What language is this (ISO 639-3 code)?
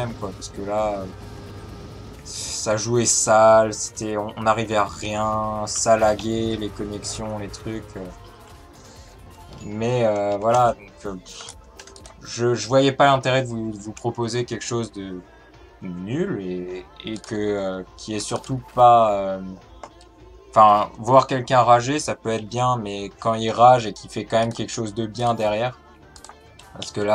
fra